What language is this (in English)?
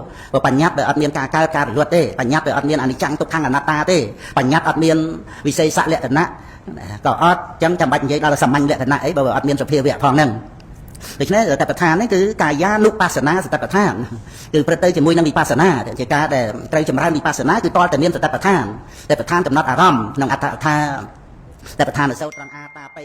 Khmer